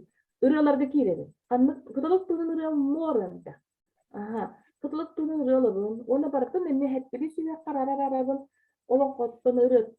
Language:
Yakut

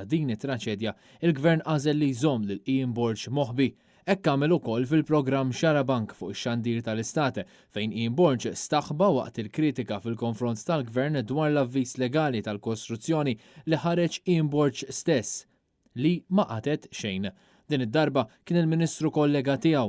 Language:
Maltese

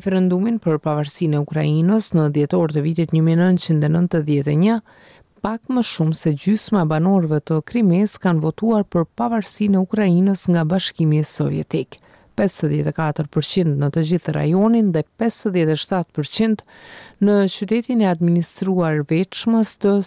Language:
Albanian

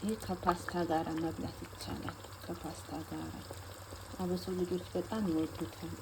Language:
Amharic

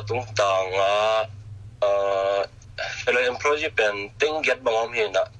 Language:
Tedim Chin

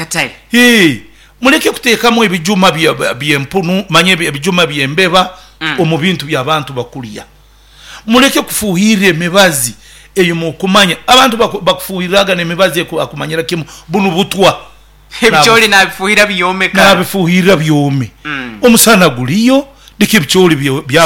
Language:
Nyoro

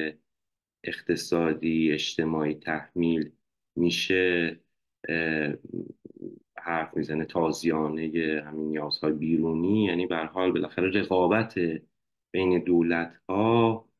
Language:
Persian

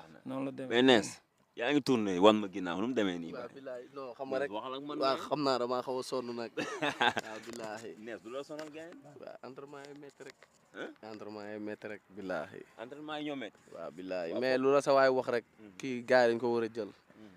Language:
Wolof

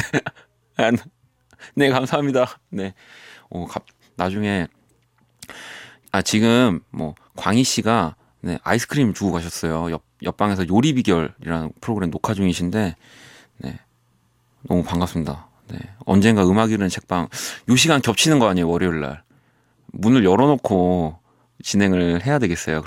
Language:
Korean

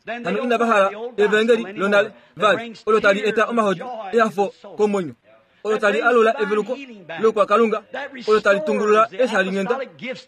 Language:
Kuanyama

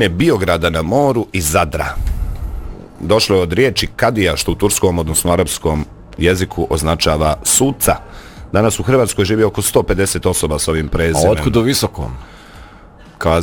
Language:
Bosnian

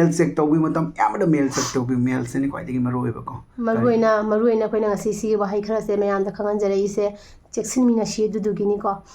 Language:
Manipuri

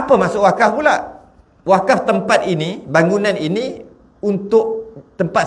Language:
Malay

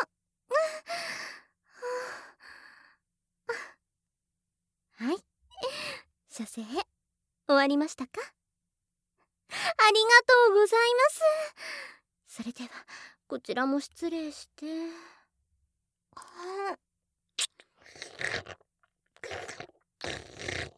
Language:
Japanese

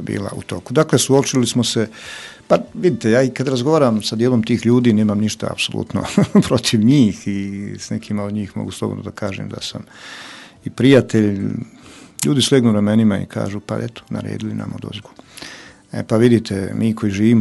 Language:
Croatian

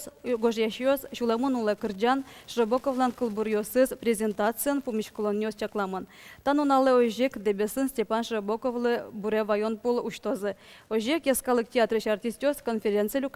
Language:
Udmurt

